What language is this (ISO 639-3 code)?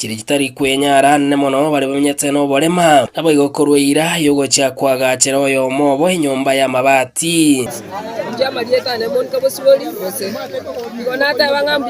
guz